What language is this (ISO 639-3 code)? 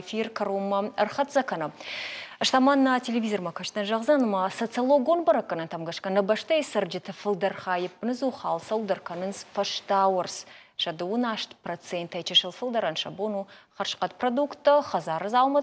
oss